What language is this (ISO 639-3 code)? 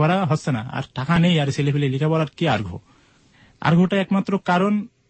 ben